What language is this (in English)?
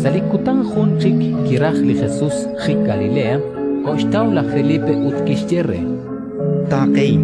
Kekchí